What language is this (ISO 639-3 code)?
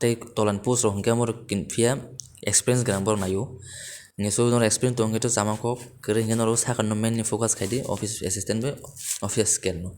trp